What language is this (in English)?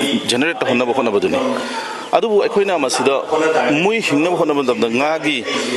Manipuri